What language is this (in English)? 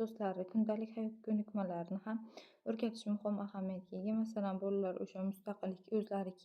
Uzbek